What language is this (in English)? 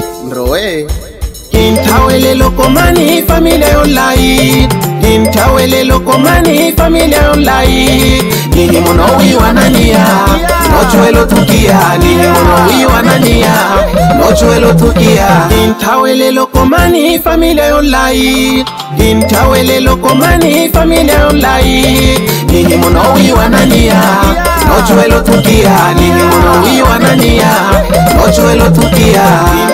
Swahili